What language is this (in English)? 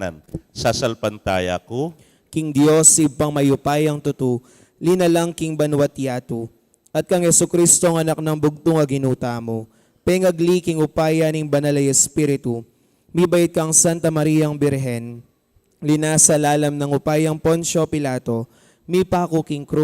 Pampanga